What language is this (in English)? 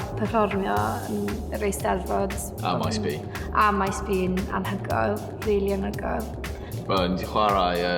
Welsh